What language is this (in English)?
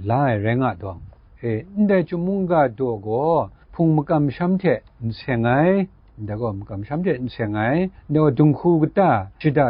Kachin